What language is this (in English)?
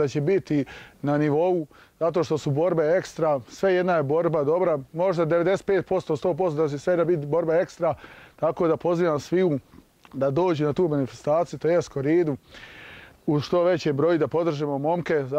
Bosnian